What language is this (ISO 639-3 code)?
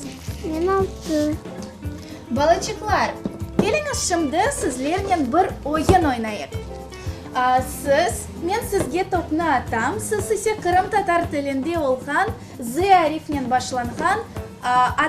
crh